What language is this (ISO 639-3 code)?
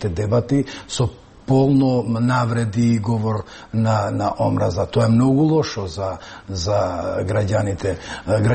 mkd